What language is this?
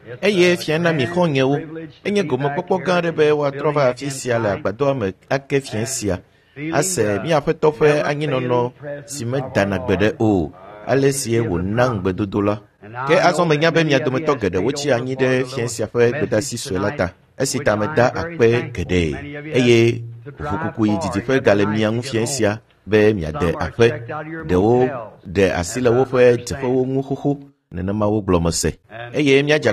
Ewe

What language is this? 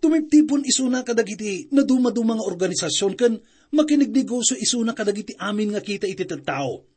Iloko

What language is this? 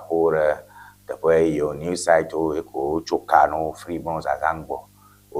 Ewe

